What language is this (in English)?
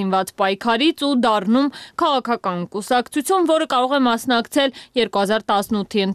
Armenian